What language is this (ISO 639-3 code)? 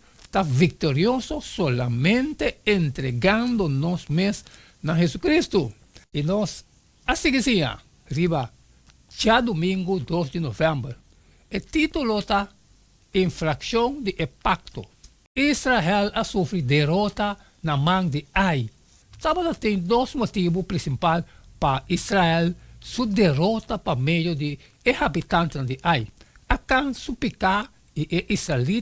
pap